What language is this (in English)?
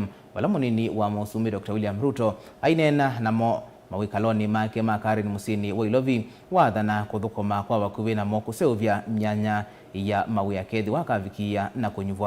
Kamba